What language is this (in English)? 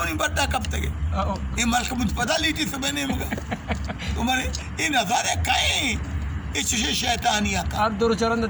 Baluchi